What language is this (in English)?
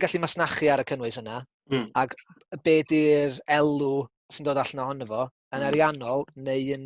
Welsh